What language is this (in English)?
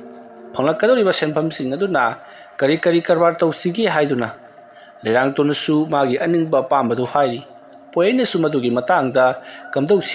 Manipuri